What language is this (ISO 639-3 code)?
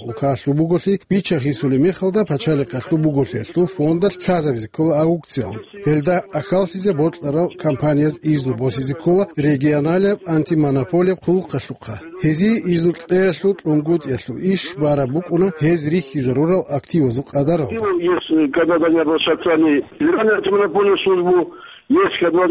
ava